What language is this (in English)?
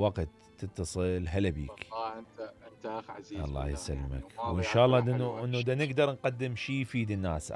Mesopotamian Arabic